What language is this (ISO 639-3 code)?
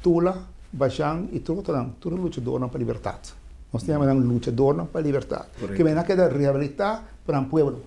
pap